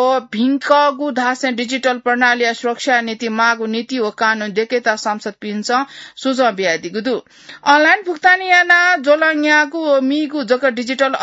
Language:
Newari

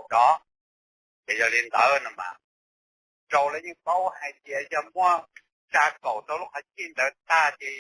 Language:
Hmong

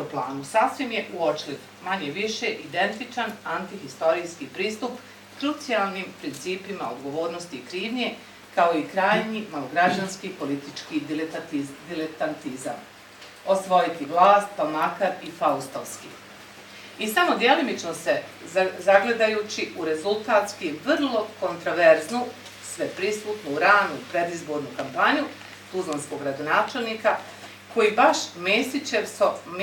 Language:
Bosnian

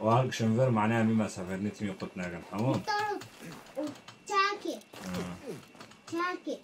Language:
Kurdish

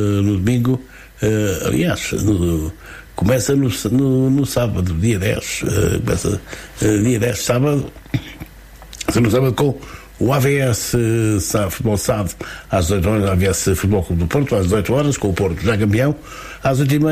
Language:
Portuguese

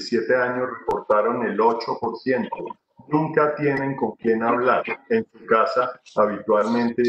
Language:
Spanish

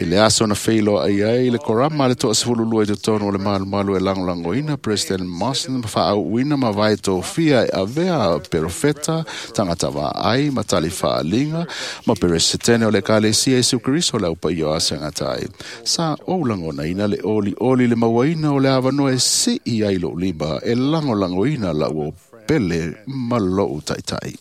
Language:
Samoan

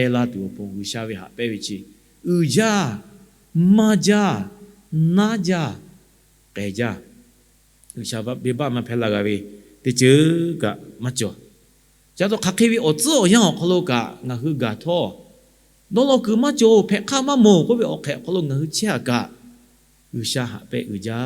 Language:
Lahu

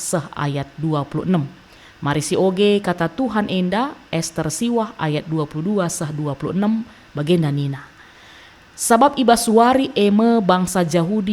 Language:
Batak Karo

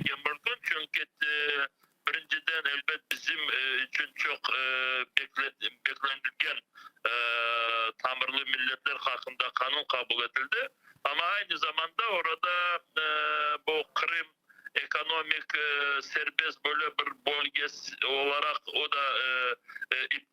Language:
Crimean Tatar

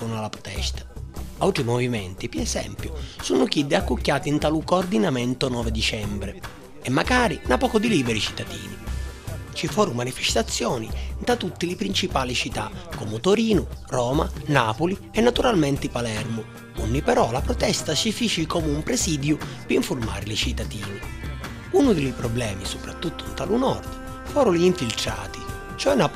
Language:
Sicilian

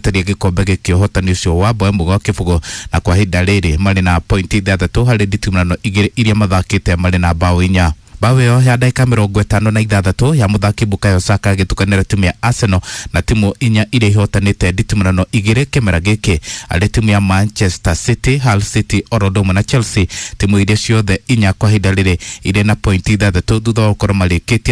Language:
Kikuyu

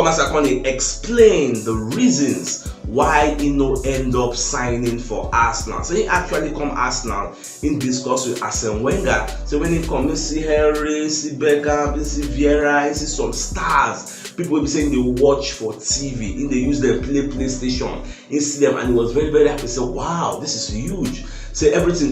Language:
Nigerian Pidgin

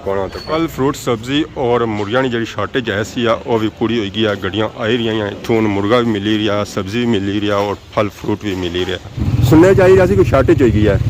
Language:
Pahari-Potwari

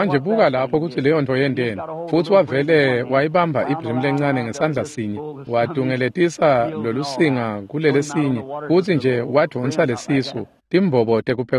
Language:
Swati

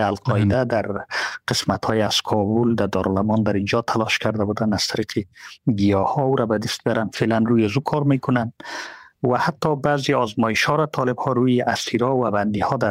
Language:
Persian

